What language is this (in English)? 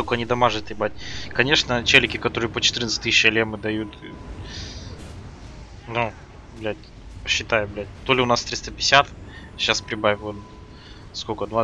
Russian